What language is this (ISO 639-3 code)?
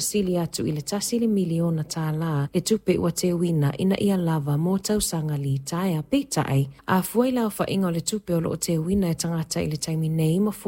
smo